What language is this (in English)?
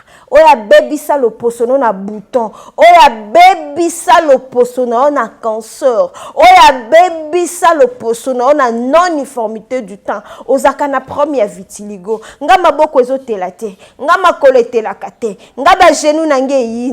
Lingala